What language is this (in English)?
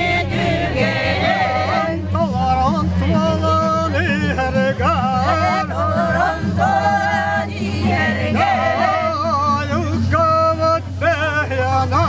Yakut